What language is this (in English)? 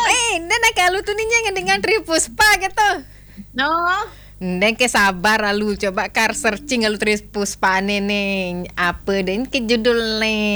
Balinese